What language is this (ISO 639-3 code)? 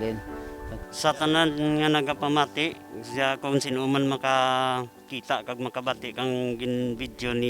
krj